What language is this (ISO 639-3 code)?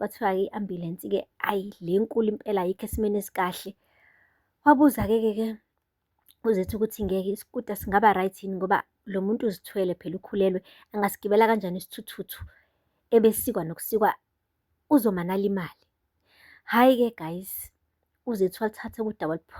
zul